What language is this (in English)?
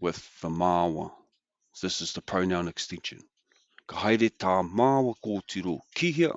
Māori